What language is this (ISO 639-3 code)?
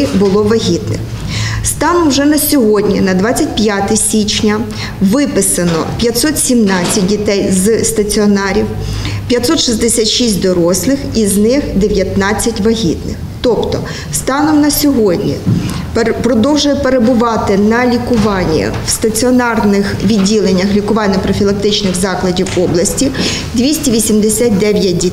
ukr